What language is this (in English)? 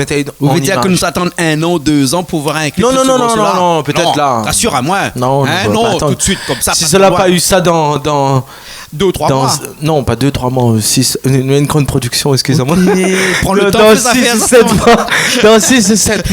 Réunion Creole French